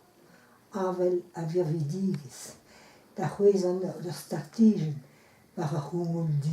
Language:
Breton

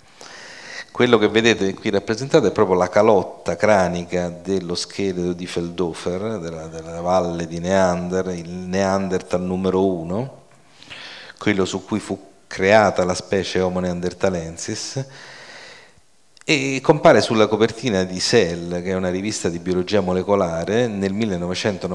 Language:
Italian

